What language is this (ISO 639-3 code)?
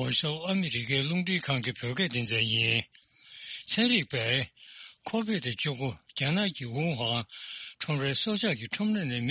bod